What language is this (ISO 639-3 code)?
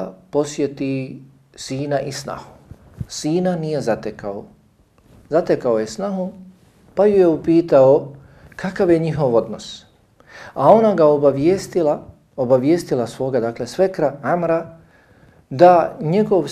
bos